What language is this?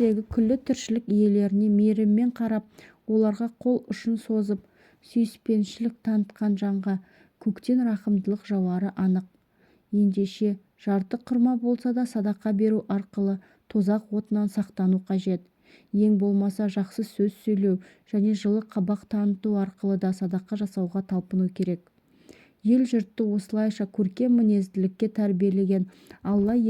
Kazakh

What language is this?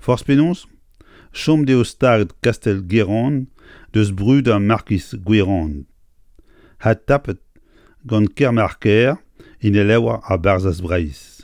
Breton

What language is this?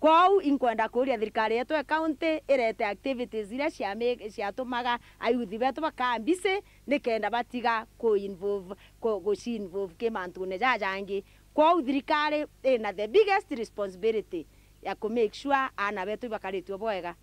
Meru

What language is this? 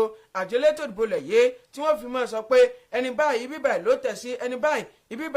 Yoruba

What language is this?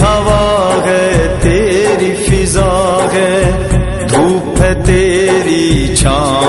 Pahari-Potwari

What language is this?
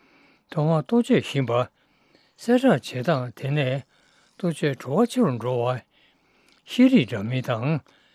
Tibetan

